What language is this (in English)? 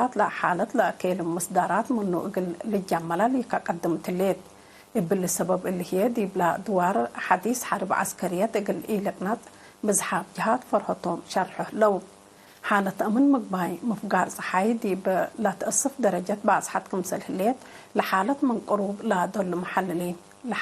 Tigre